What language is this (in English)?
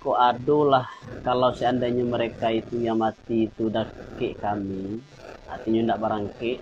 Minangkabau